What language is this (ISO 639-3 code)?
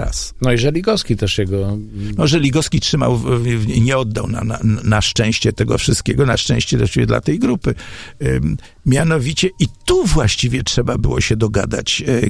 pol